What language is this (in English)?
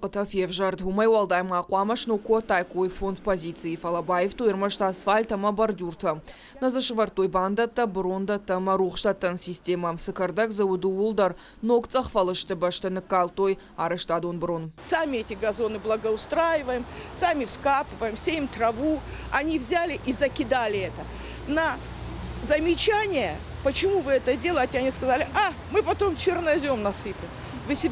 Ossetic